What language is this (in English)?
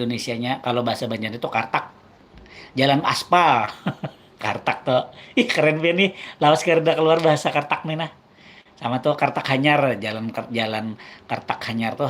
Banjar